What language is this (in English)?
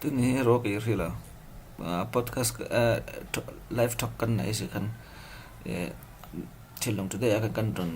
Falam Chin